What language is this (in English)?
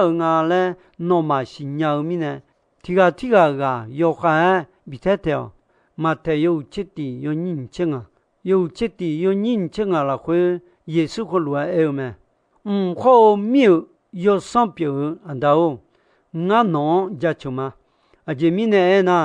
Akha